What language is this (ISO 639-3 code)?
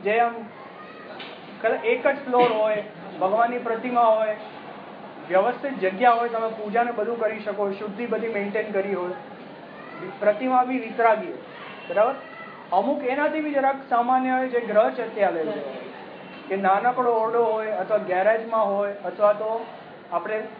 guj